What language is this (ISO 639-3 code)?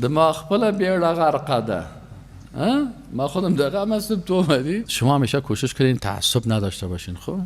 fas